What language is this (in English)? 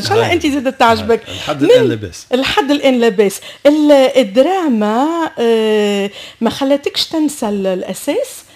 Tunisian Arabic